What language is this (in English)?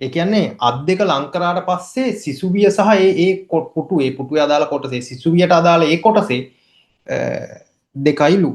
Sinhala